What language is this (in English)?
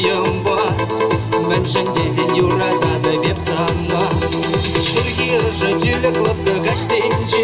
Chuvash